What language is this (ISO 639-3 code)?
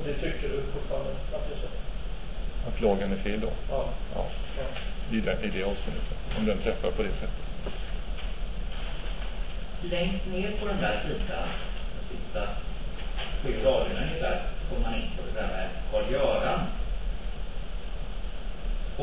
swe